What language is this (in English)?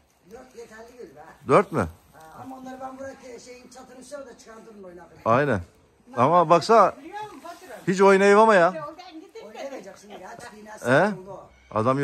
Turkish